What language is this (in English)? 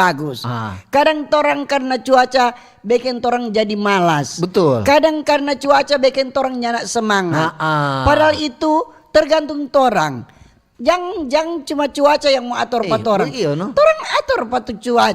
Manado Malay